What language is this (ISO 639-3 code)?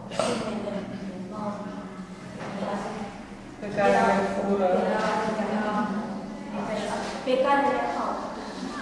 ron